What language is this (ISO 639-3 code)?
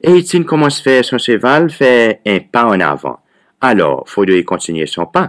crs